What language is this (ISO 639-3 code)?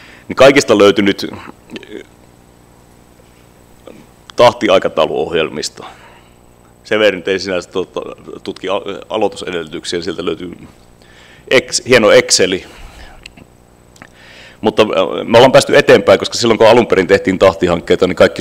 fin